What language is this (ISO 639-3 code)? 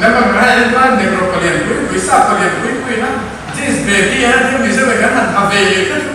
lus